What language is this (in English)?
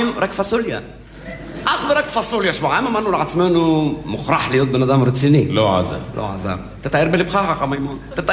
Hebrew